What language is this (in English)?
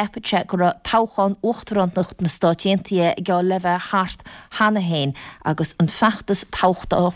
Irish